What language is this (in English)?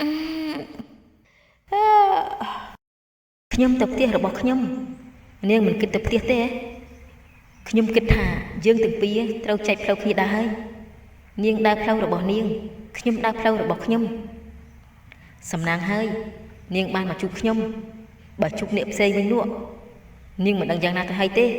Khmer